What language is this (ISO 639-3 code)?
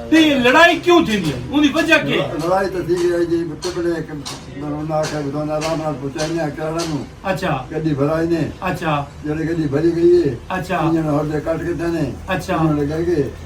skr